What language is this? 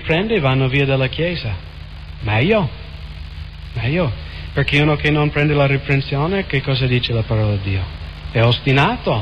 Italian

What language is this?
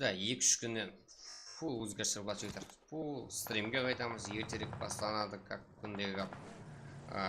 Kara-Kalpak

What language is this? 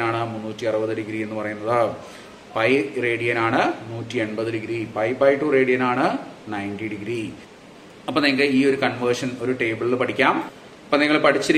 Malayalam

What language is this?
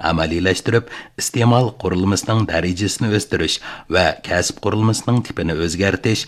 Uyghur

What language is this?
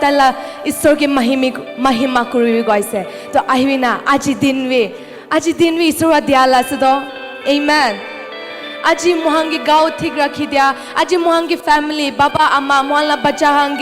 Naga Pidgin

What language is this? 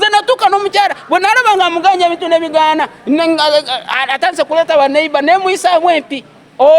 Ganda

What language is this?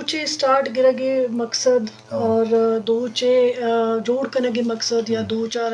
Eastern Balochi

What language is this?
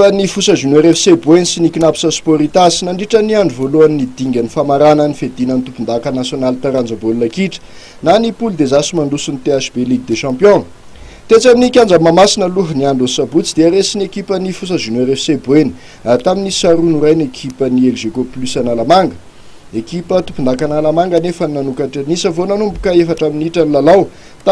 Malagasy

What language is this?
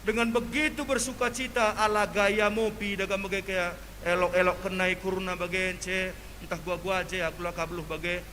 Batak Karo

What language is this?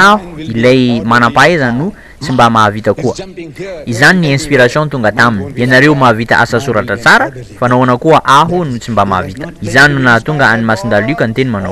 Malagasy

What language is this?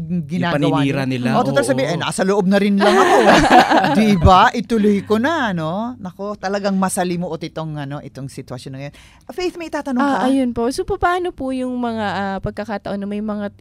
Filipino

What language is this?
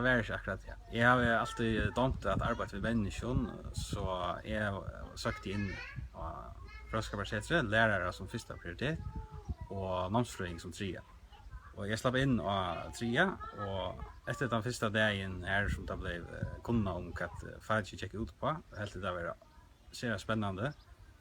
Faroese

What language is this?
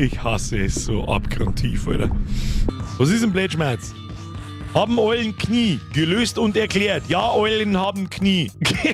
Bavarian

